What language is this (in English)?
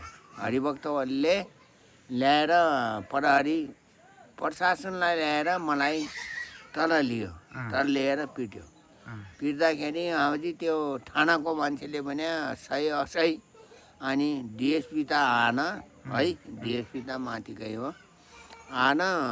Nepali